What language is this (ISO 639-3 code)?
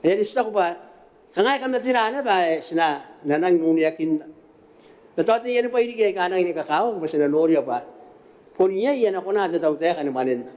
gil